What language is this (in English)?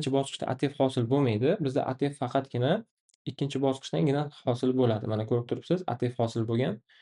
Uzbek